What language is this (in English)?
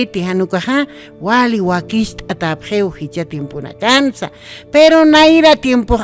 Aymara